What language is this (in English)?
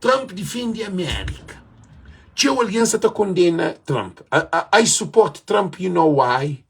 Kabuverdianu